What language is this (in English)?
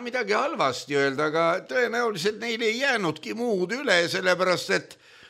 Estonian